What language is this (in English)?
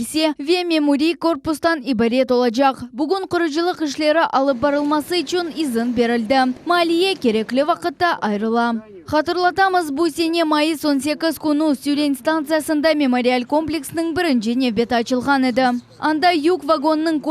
Crimean Tatar